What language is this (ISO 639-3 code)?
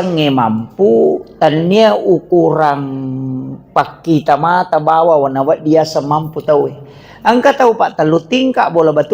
bug